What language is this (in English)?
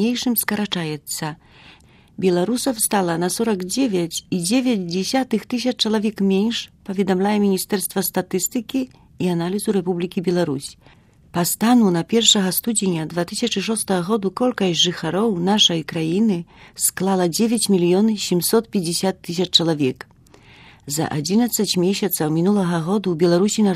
Belarusian